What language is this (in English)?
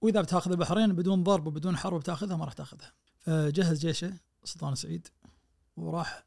Najdi Arabic